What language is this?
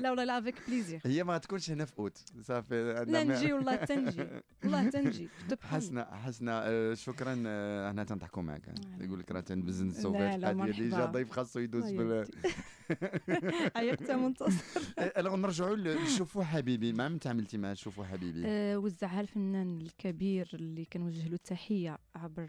Moroccan Arabic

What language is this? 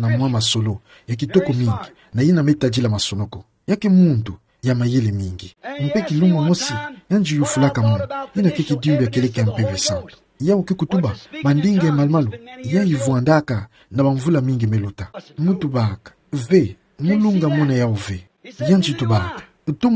Kituba (Democratic Republic of Congo)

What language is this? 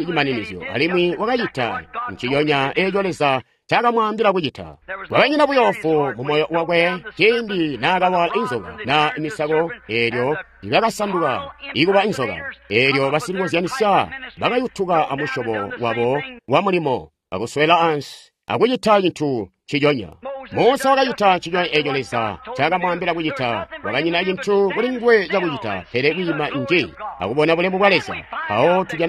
Tonga (Zambia)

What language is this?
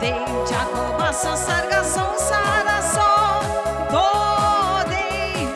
Konkani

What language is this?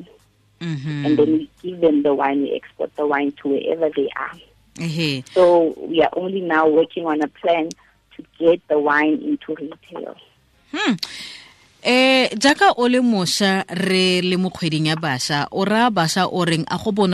Tswana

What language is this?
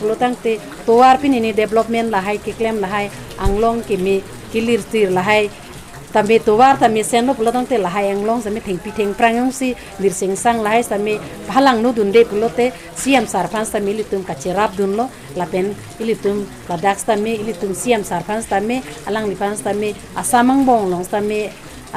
Karbi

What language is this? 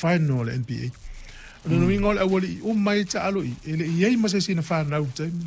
Samoan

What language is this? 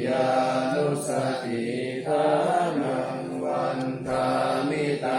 Pali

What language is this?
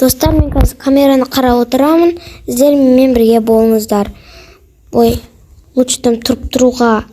Kazakh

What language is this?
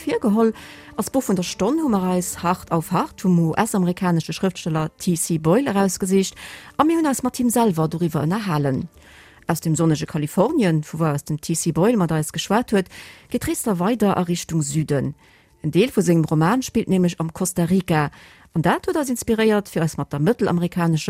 Luxembourgish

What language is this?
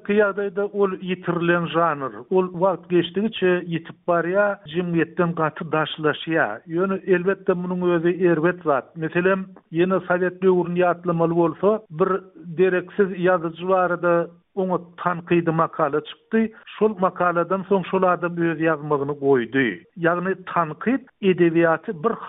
Turkmen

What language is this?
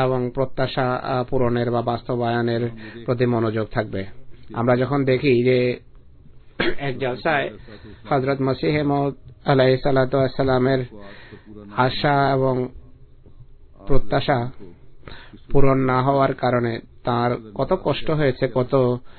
Bangla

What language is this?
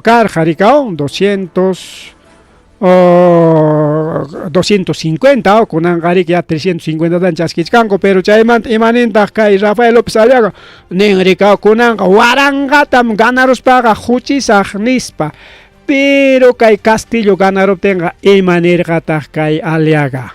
Ayacucho Quechua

